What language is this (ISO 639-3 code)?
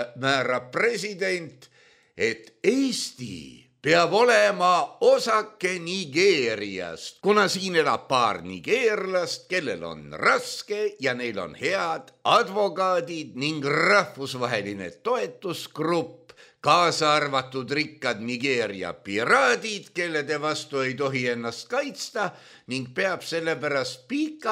est